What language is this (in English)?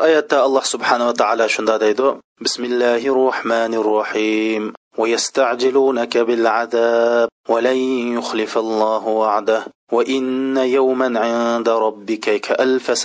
Uyghur